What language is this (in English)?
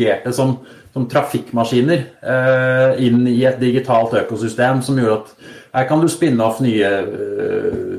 Norwegian